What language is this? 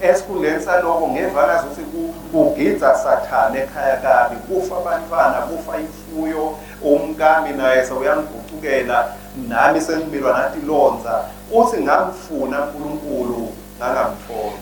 Swati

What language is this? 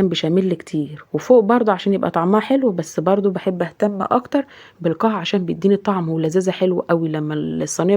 Egyptian Arabic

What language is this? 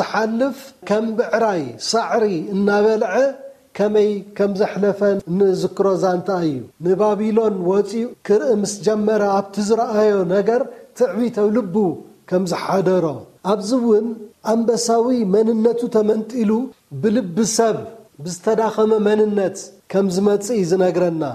Tigrinya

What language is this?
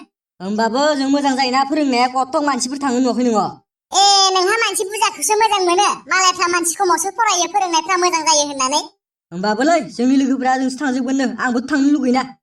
Bodo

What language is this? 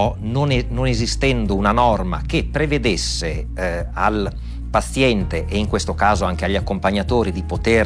Italian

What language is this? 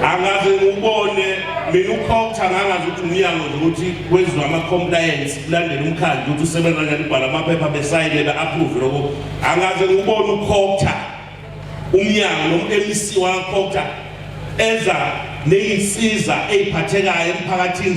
Zulu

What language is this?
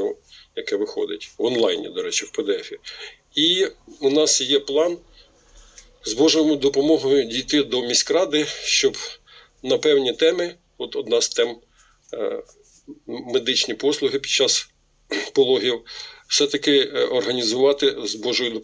Ukrainian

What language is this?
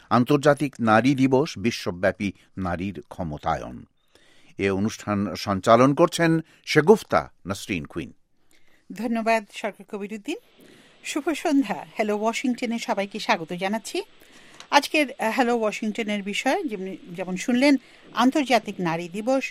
Bangla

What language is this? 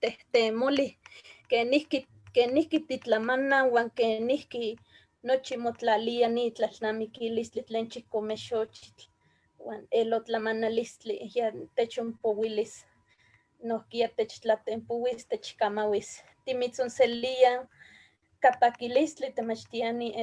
Eastern Huasteca Nahuatl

